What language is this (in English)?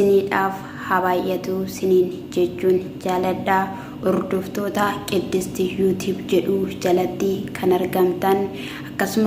Oromo